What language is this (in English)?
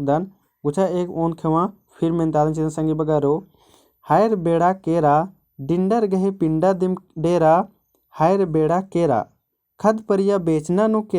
Kurukh